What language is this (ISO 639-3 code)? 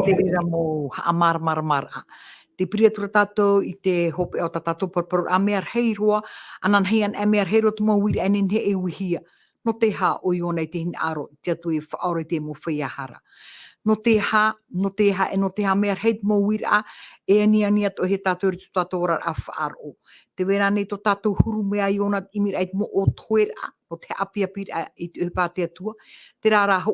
tah